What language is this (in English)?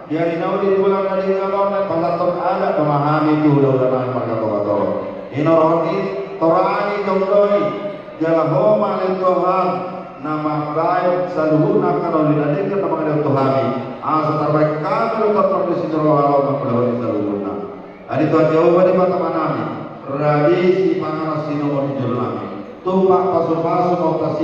Batak Toba